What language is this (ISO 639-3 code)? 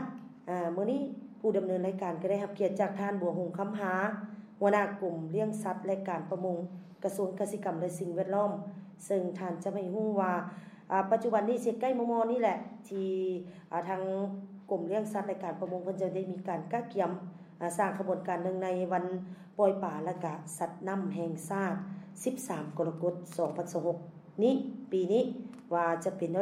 lao